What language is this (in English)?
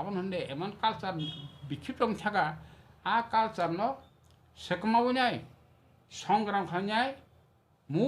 Kok Borok